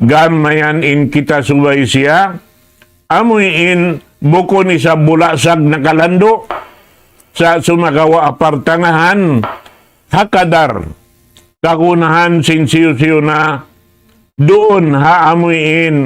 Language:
Tausug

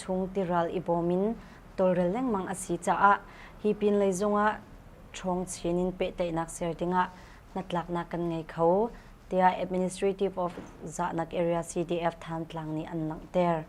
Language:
Hakha Chin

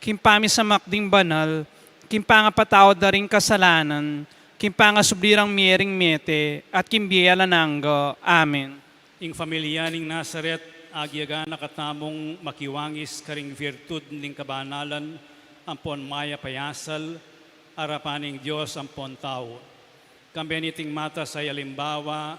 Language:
Pampanga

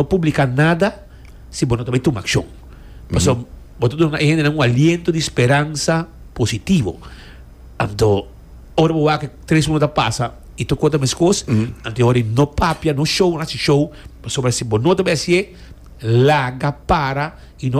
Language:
Papiamento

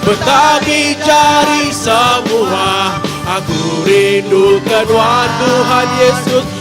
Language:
Iban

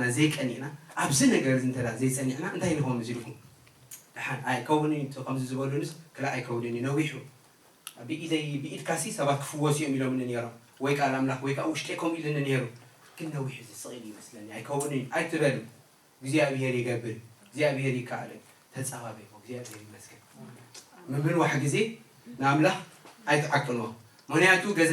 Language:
Tigrinya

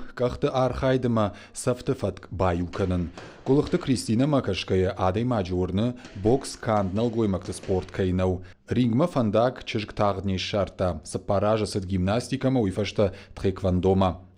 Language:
Ossetic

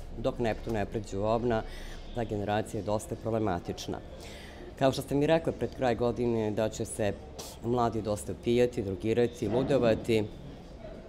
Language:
Serbian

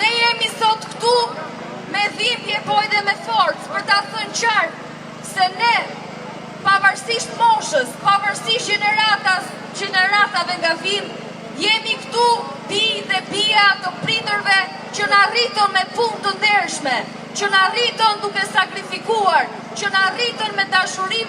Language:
Albanian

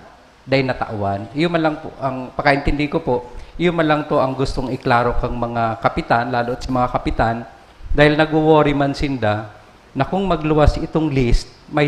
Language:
Bikol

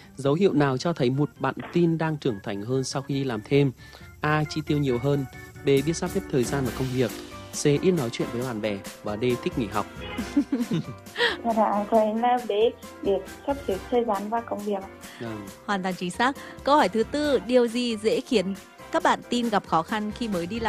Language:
Vietnamese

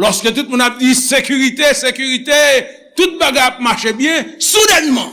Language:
Haitian Creole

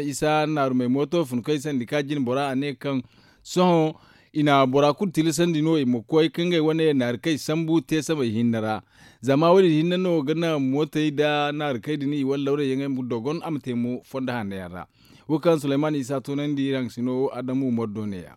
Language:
Zarma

